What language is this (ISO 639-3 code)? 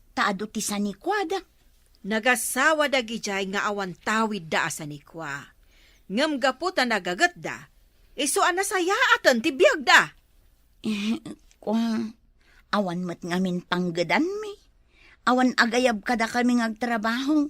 ilo